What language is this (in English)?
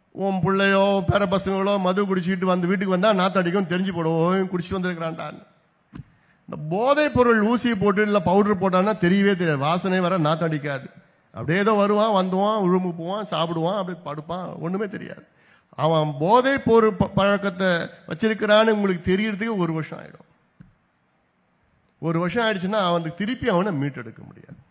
Tamil